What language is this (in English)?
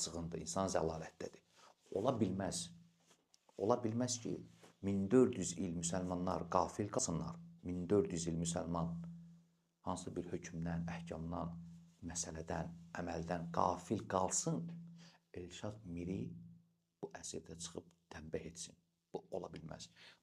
Azerbaijani